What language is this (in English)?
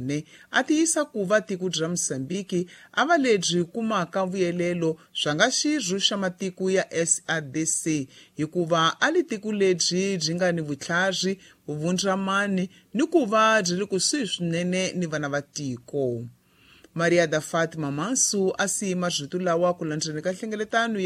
Tsonga